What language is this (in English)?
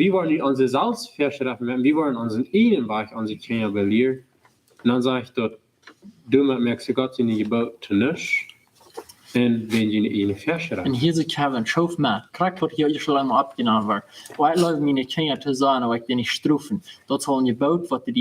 Plautdietsch